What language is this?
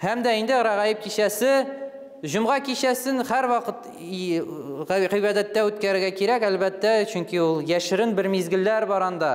Tatar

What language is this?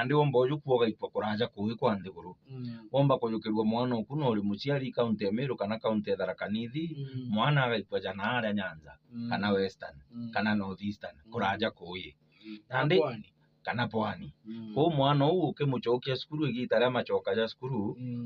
Meru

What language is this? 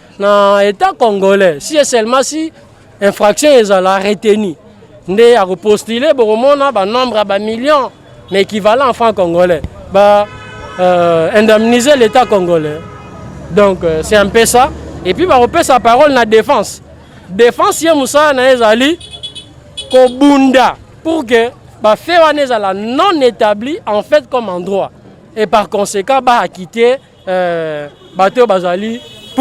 Lingala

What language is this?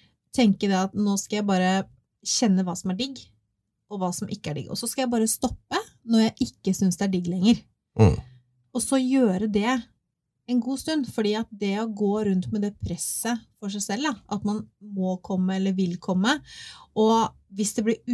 Norwegian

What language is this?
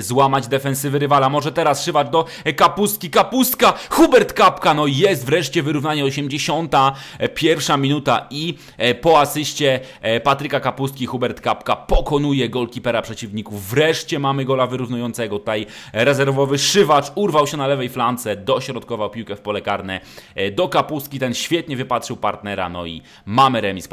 Polish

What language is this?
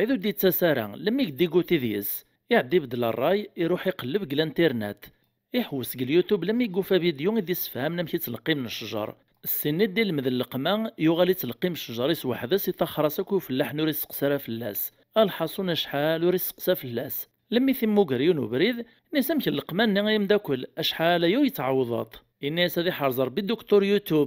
Kabyle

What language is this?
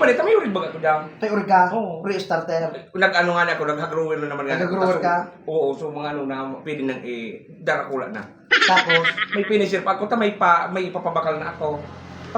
Bikol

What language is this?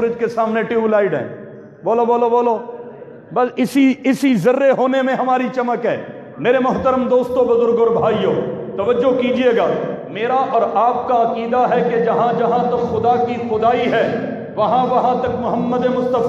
Urdu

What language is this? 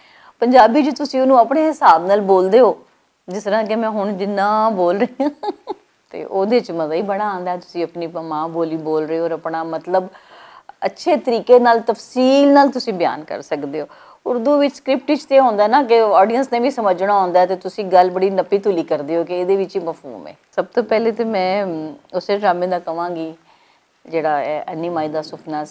Western Panjabi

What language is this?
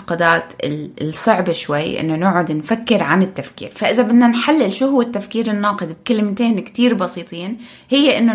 North Levantine Arabic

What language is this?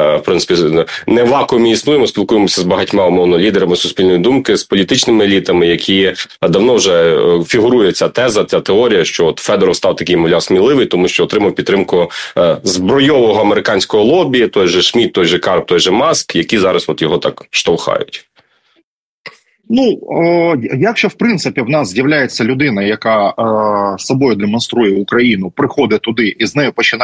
Ukrainian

